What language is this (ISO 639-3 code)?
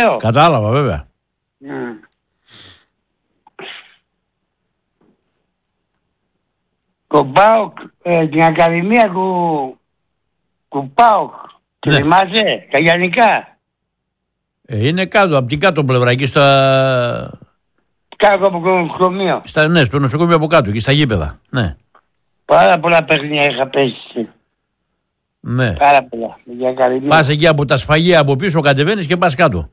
ell